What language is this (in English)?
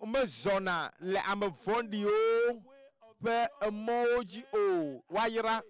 Ewe